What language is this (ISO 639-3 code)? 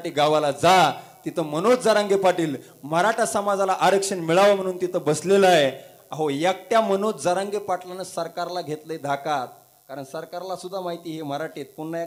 mar